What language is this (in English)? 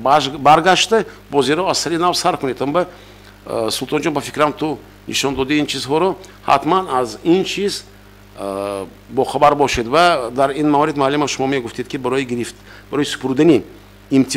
Tajik